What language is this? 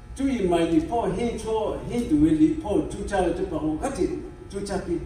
Lahu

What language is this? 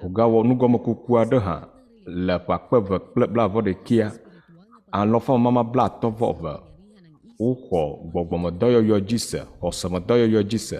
Ewe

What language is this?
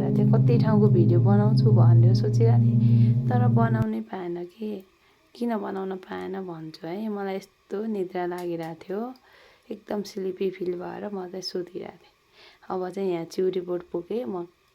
Nepali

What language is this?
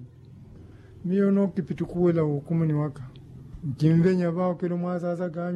Makhuwa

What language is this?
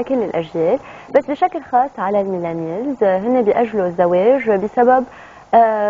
North Levantine Arabic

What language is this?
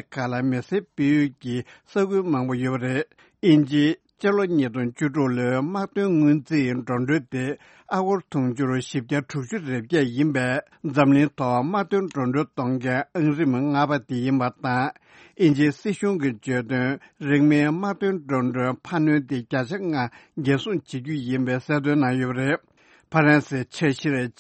Tibetan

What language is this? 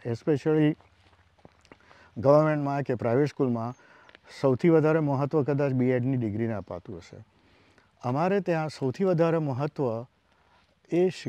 Gujarati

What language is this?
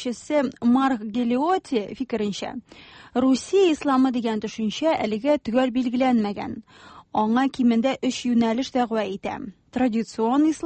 Tatar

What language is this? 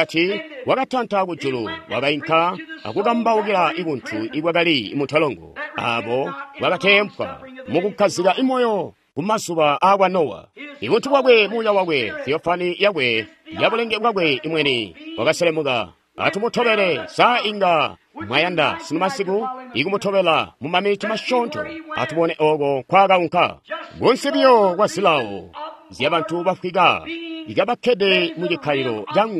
Tonga (Zambia)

